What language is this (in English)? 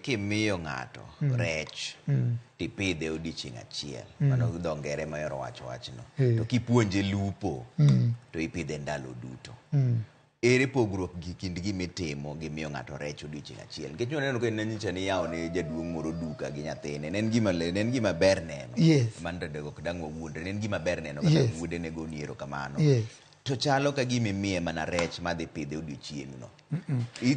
Luo (Kenya and Tanzania)